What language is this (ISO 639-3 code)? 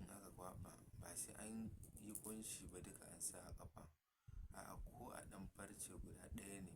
hau